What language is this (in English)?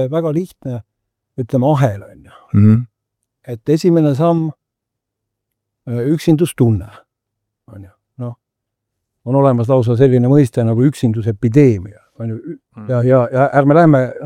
Estonian